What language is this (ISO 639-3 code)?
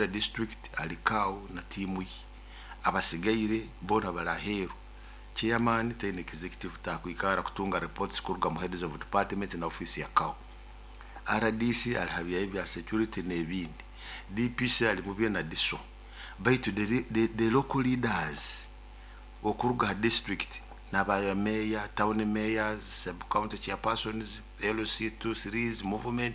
nyo